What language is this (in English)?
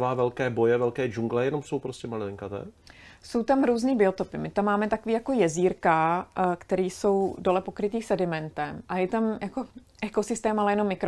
Czech